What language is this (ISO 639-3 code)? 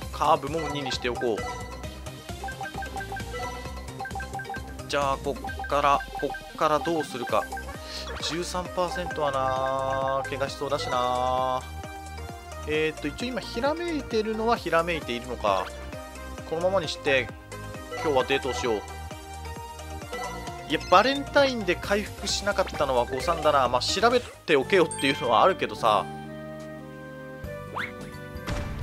jpn